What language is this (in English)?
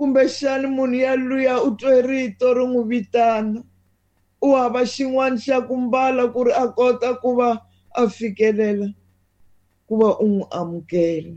Tsonga